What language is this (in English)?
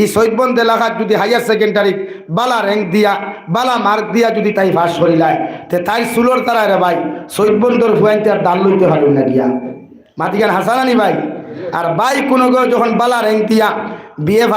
Sylheti